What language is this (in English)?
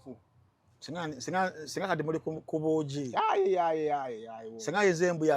Ganda